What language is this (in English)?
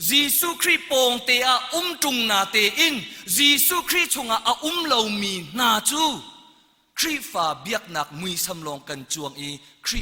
Hakha Chin